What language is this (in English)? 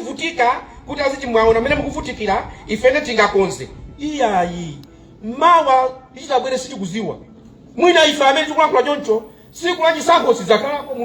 Nyanja